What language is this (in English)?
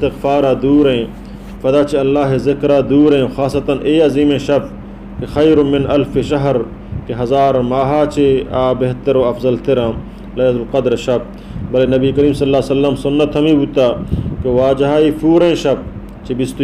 Baluchi